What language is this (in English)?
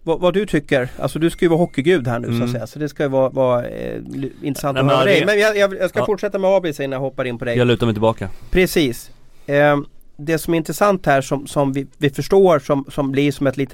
Swedish